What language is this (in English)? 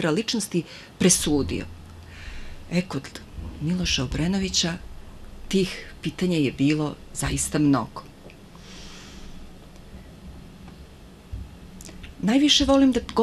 Serbian